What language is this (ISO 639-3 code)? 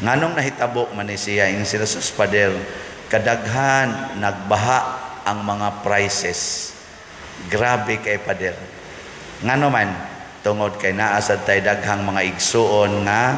ceb